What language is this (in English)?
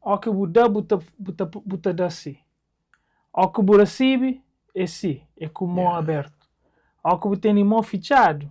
Kabuverdianu